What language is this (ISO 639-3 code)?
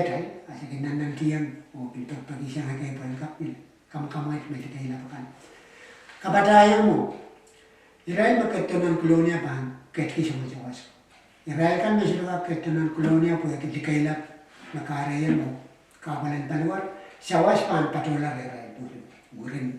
pon